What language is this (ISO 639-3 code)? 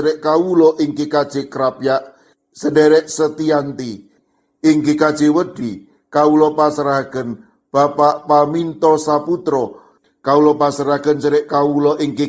jav